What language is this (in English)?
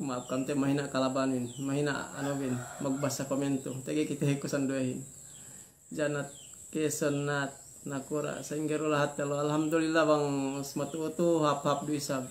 Yakan